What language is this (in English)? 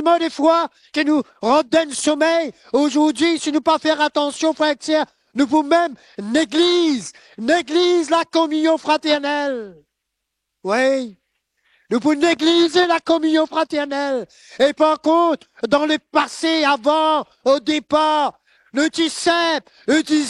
Morisyen